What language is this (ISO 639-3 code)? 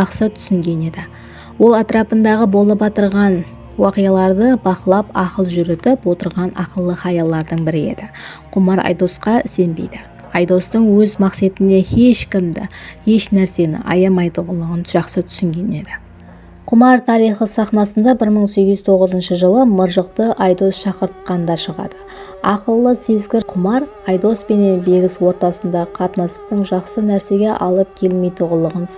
kaa